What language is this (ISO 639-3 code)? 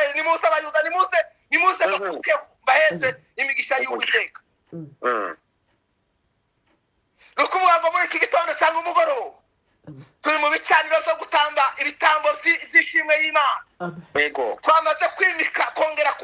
kin